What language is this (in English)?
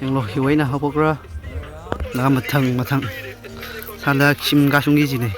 Tangkhul Naga (India)